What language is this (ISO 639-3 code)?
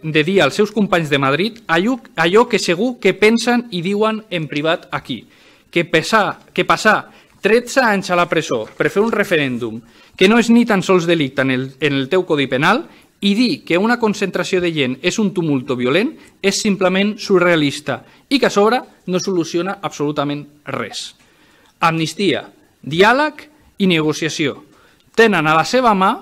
cat